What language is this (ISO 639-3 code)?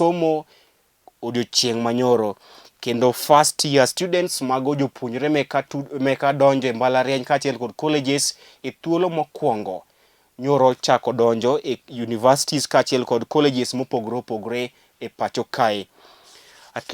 luo